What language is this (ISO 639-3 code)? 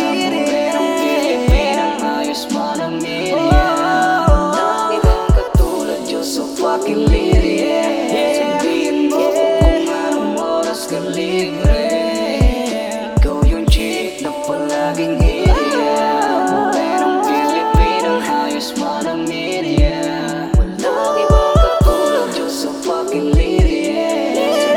fil